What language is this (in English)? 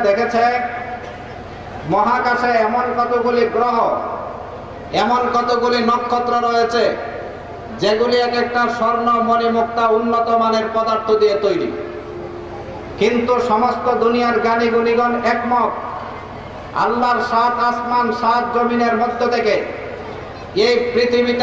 Bangla